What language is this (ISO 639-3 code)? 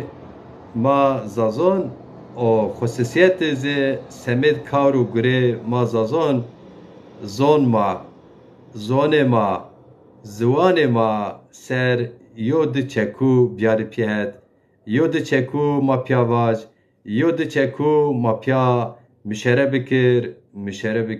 zza